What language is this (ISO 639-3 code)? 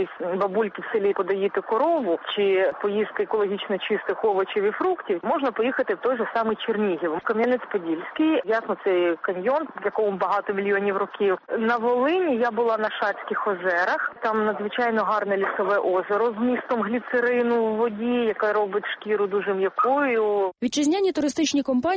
ukr